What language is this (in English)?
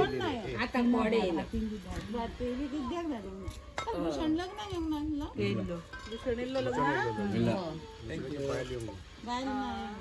Konkani